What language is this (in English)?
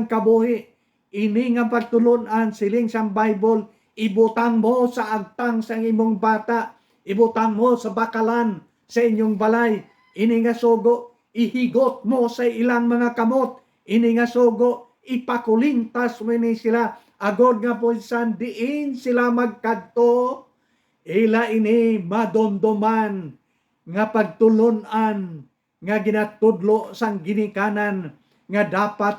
Hiligaynon